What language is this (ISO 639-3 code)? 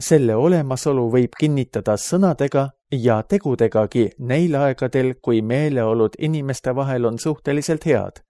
est